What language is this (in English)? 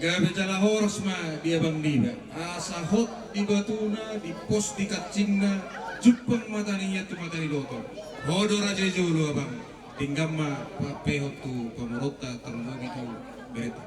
Batak Toba